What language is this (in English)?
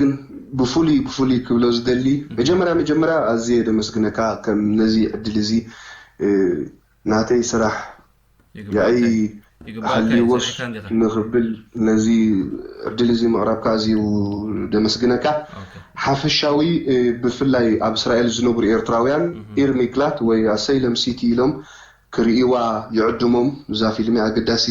Tigrinya